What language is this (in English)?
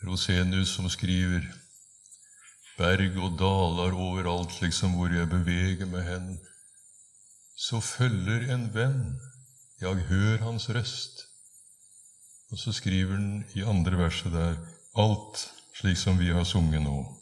Norwegian